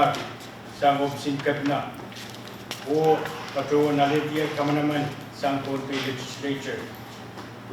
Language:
Pohnpeian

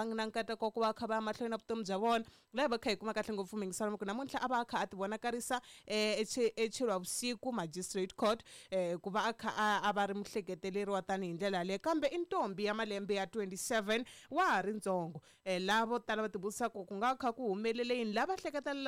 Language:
Tsonga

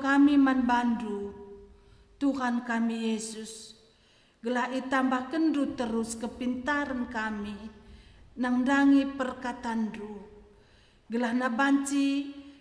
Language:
Batak Karo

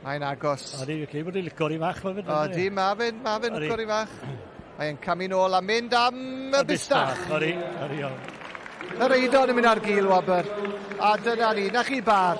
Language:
Welsh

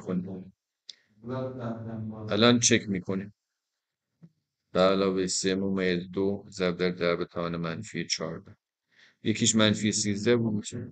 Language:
Persian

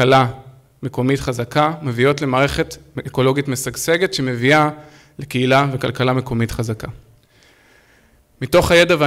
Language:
Hebrew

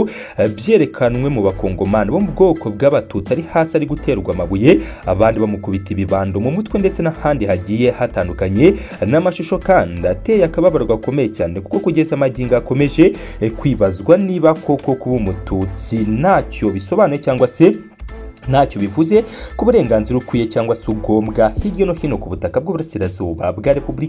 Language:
Kinyarwanda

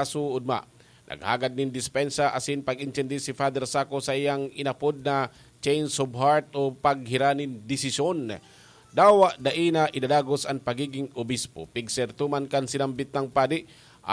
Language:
Bikol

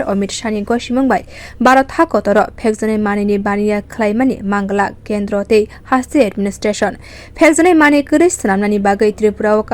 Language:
Kok Borok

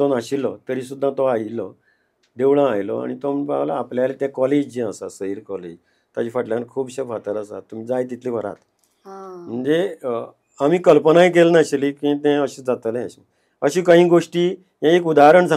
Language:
Konkani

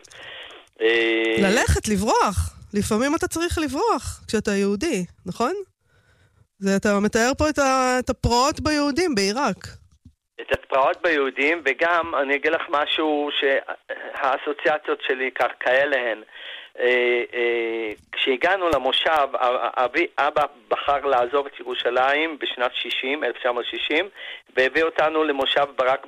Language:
Hebrew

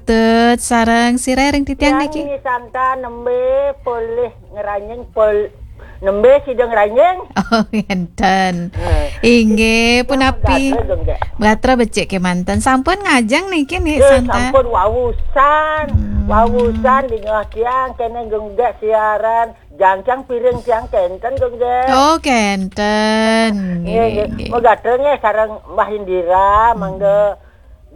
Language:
Balinese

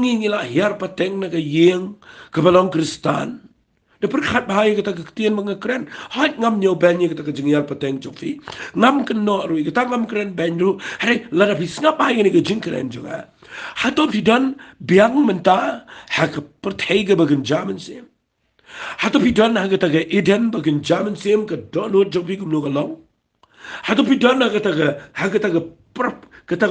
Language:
Khasi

